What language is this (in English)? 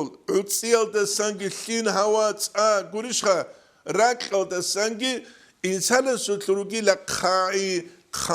Avaric